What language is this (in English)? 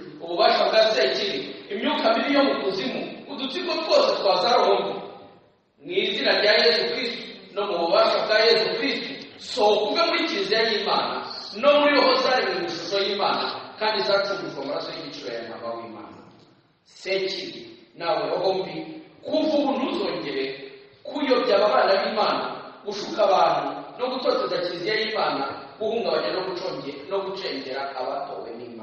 Kinyarwanda